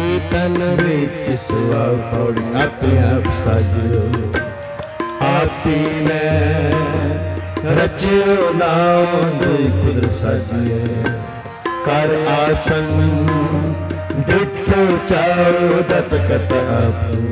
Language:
Punjabi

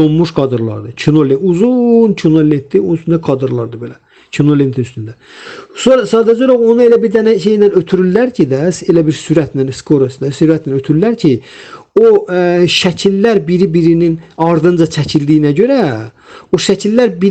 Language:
Azerbaijani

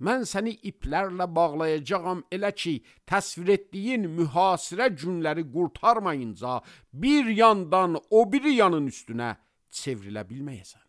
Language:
Azerbaijani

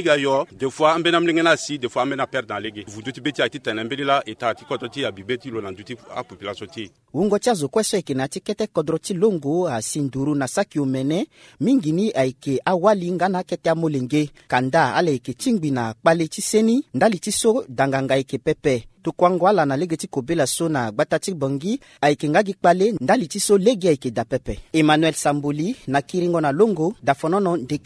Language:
Sango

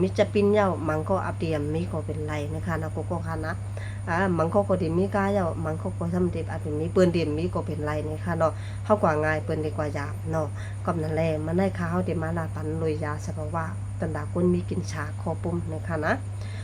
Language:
Shan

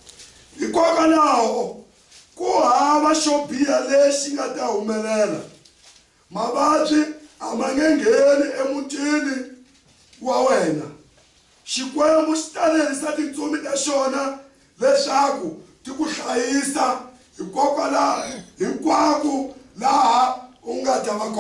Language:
Tsonga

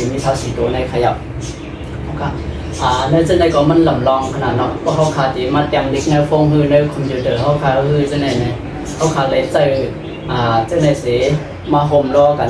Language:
Shan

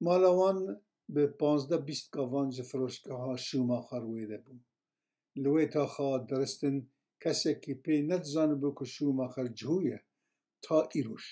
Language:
Kurdish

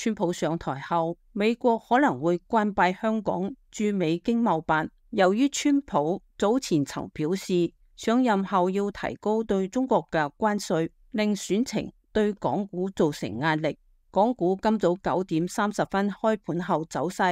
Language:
Cantonese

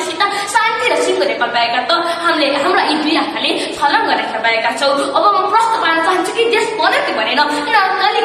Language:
Nepali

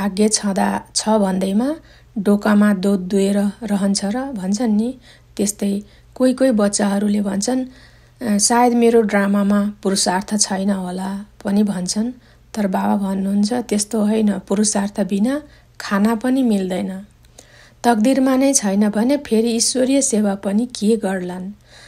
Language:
Nepali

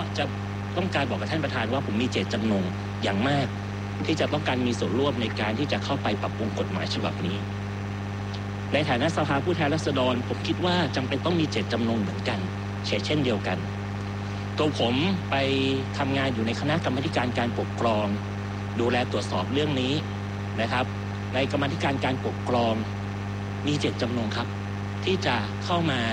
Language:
Thai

